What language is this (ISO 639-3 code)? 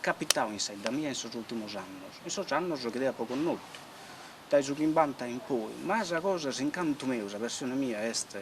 srd